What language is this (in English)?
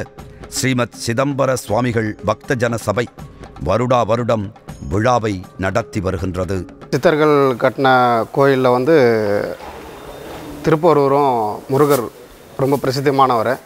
Tamil